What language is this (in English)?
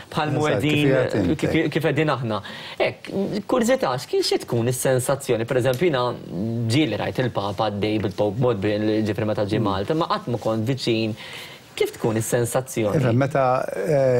Maltese